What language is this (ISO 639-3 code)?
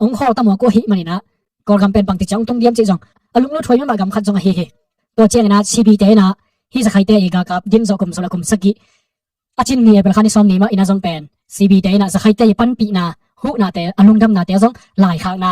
ctd